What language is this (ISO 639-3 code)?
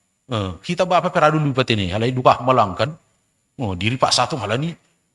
bts